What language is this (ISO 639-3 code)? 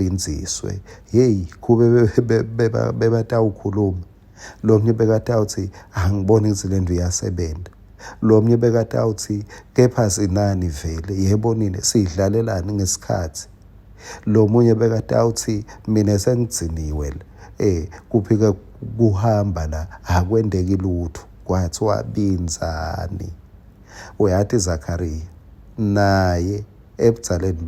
ssw